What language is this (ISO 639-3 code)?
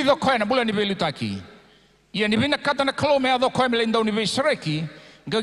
fij